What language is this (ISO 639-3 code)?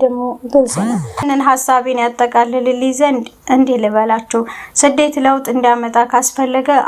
amh